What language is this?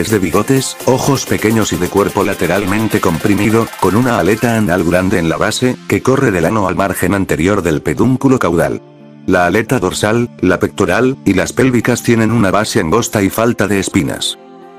Spanish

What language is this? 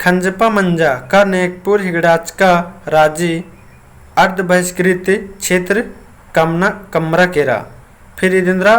Kurukh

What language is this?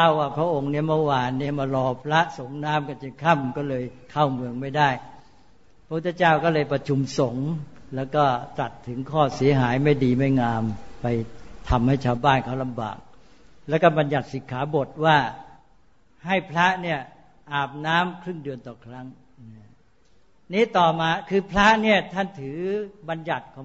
Thai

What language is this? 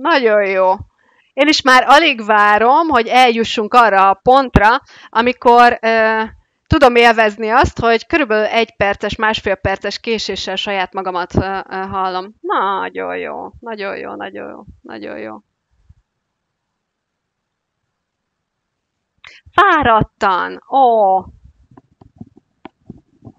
Hungarian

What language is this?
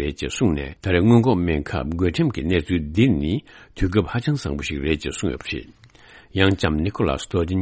Tibetan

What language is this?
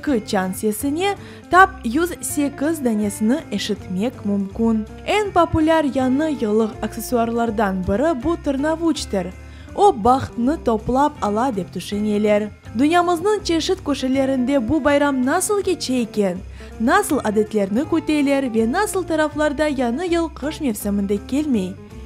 Crimean Tatar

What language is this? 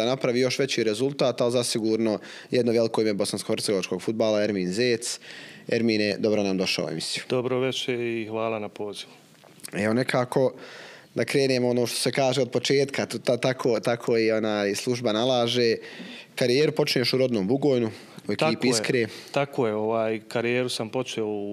Bosnian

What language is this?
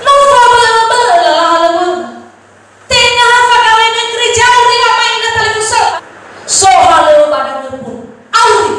Nias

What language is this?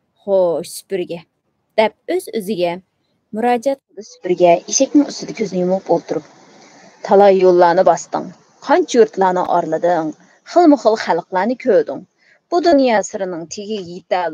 Uyghur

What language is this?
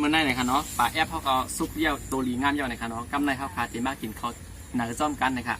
Shan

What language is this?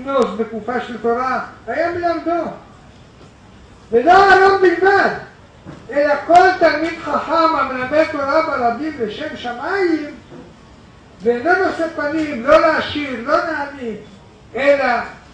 Hebrew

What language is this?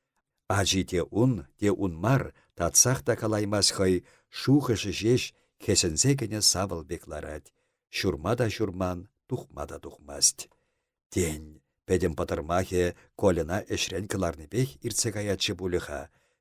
Chuvash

